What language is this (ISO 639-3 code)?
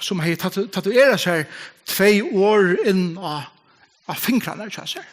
fao